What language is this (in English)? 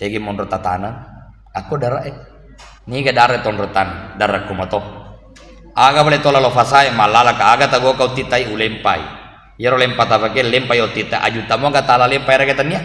Buginese